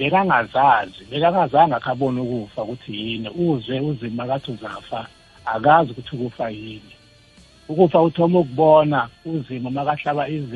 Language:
South Ndebele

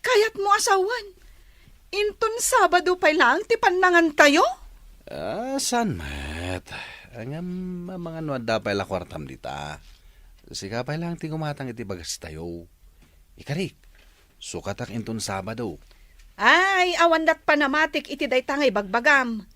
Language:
Iloko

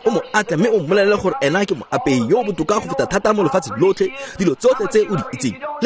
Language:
Tswana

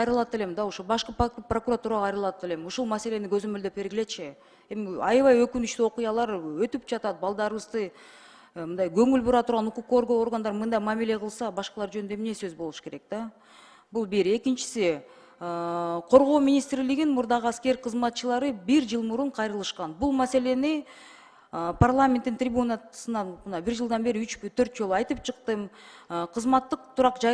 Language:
Kyrgyz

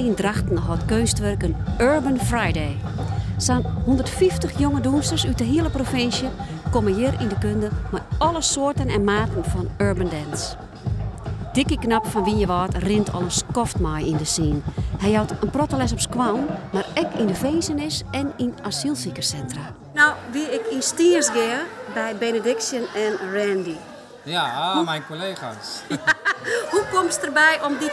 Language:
Western Frisian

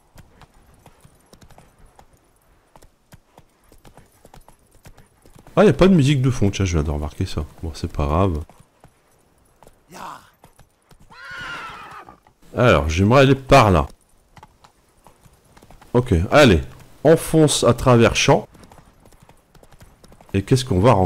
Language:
French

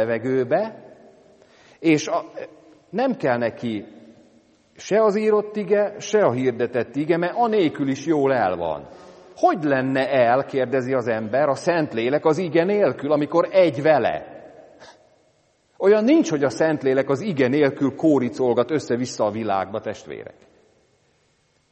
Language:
Hungarian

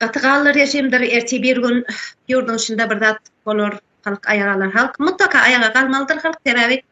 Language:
Turkmen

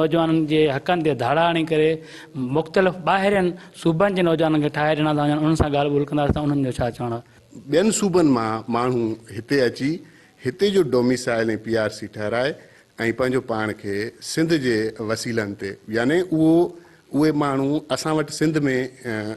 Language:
Sindhi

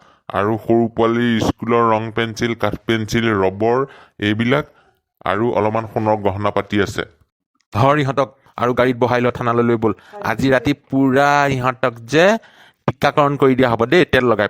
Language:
Assamese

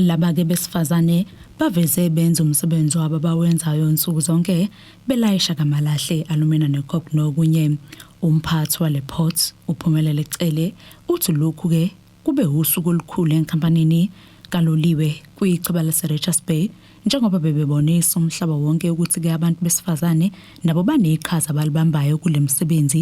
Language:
Zulu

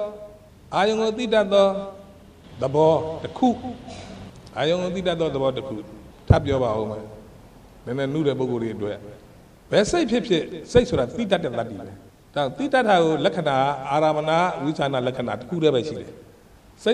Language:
Burmese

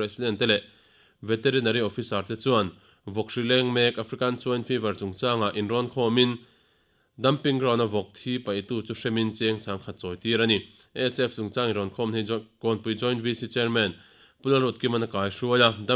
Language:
Mizo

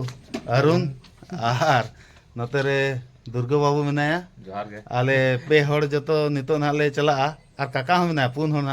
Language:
Santali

